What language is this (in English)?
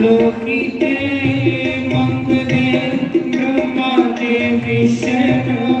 Dogri